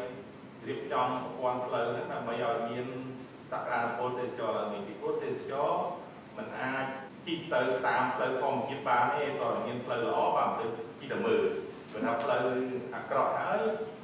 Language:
Khmer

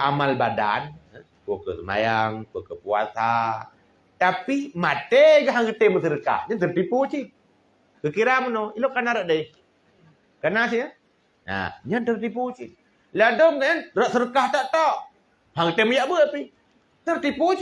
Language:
Achinese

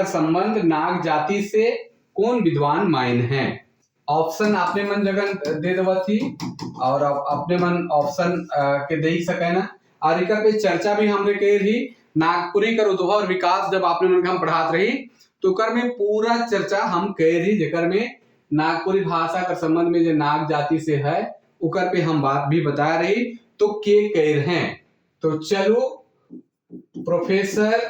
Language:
Sadri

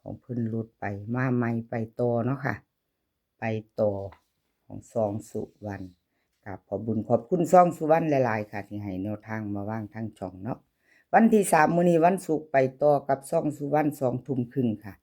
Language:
Northeastern Thai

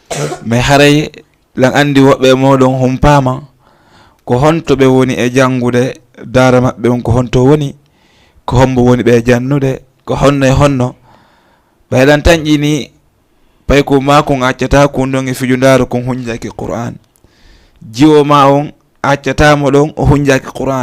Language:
Fula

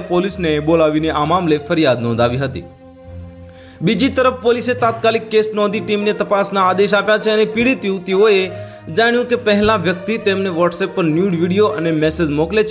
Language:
Gujarati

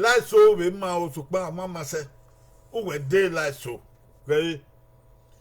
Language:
Bini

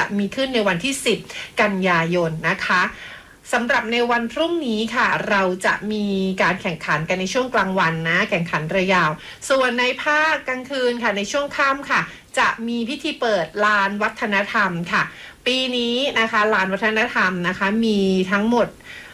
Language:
Thai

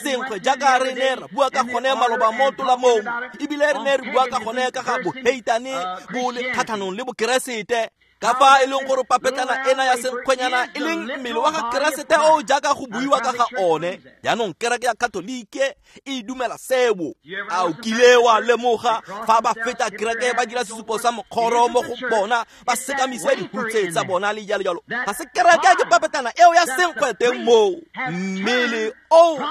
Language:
Tswana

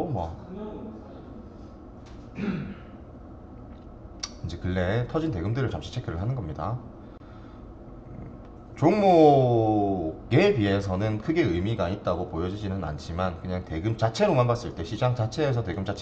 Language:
Korean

